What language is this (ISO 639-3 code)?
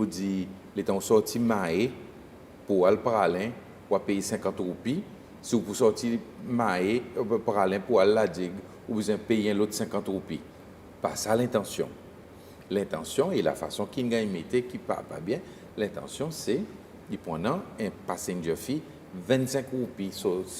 crs